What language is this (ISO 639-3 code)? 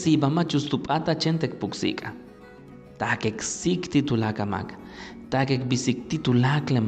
yua